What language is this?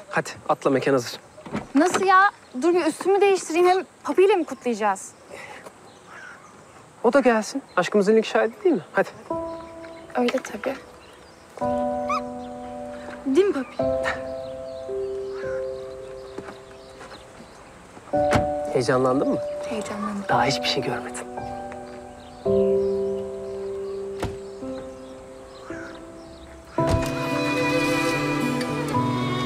Turkish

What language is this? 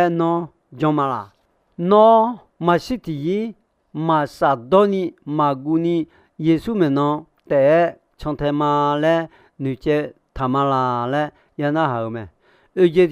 Akha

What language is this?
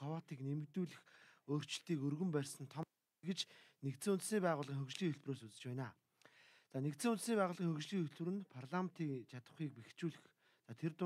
Mongolian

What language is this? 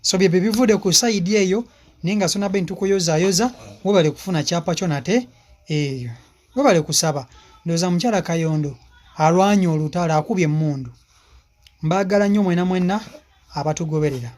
Ganda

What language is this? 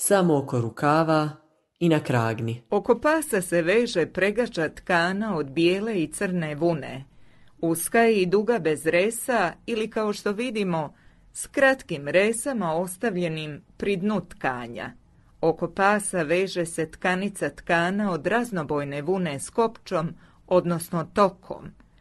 Croatian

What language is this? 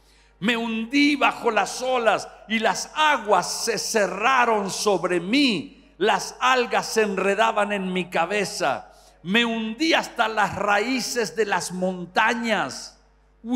Spanish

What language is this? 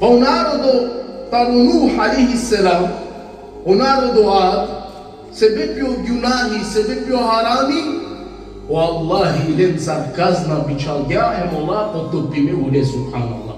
Balkan Romani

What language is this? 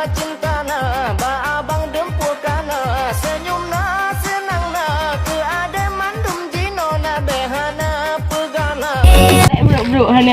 Achinese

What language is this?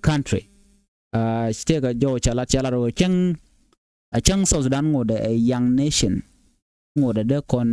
Nuer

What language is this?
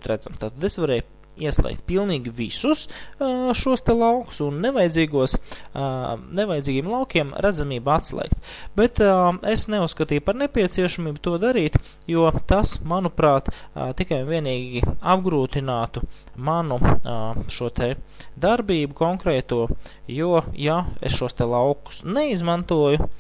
Latvian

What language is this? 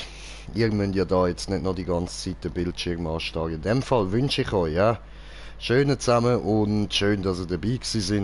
Swiss German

